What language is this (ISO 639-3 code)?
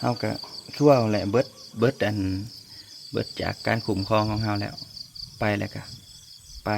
lao